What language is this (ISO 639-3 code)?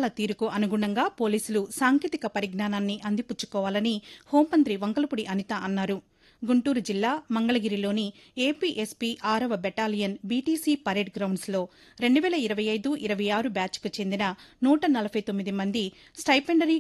tel